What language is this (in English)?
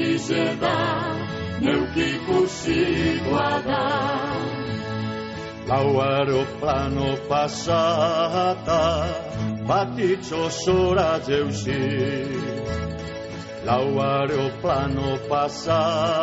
Basque